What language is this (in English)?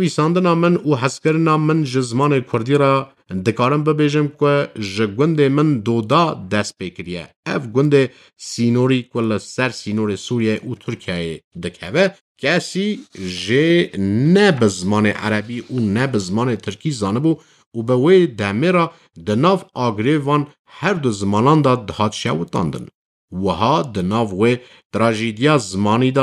Kurdish